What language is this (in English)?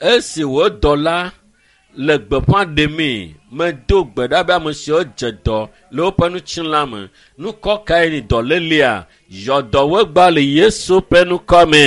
Ewe